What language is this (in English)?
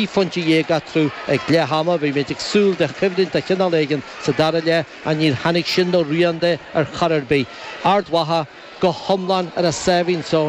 Irish